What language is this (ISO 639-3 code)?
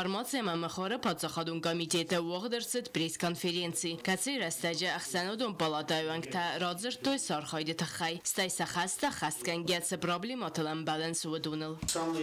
oss